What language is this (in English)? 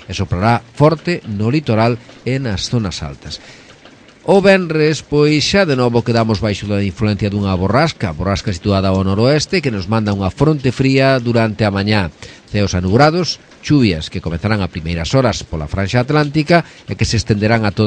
Galician